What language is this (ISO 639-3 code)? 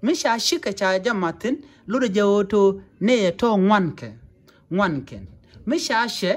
nus